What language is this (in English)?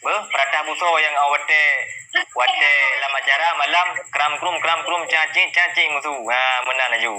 Achinese